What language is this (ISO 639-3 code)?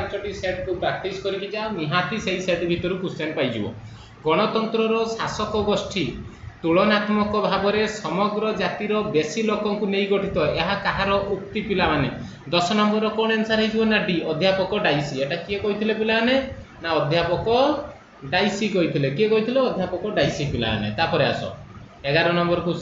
ori